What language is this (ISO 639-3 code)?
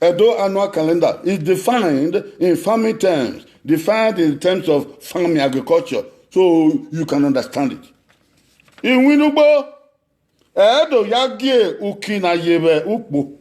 bin